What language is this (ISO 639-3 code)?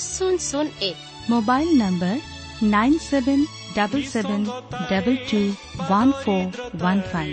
ori